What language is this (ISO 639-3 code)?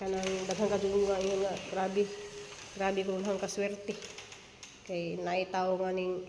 ceb